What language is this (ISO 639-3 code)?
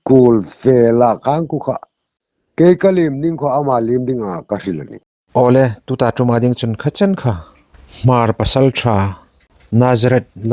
hmr